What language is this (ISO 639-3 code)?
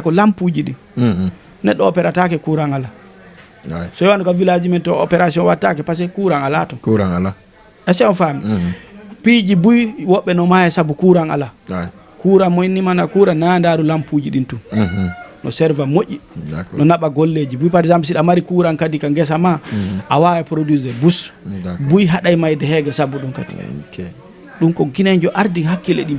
ful